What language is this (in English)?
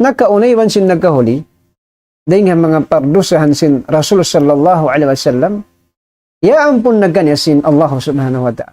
Tausug